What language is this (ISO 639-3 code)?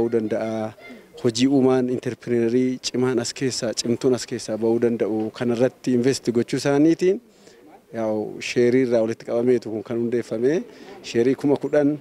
orm